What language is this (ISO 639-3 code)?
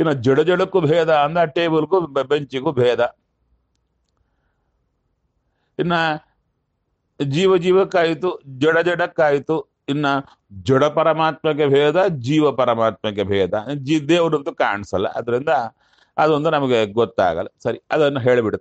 kan